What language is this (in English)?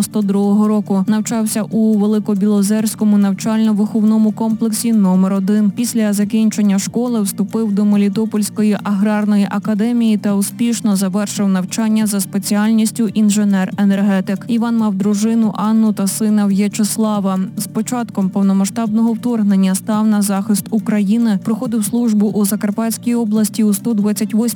Ukrainian